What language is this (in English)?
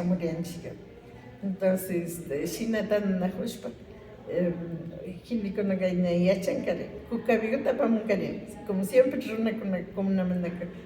Imbabura Highland Quichua